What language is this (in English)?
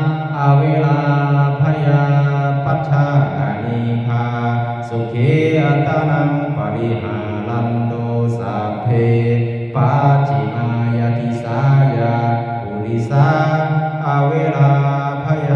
Pali